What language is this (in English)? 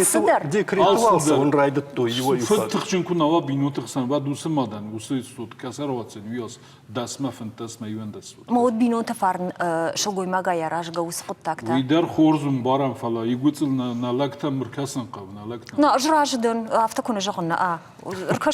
Ossetic